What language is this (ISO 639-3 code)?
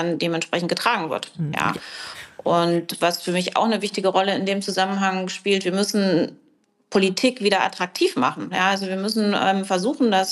deu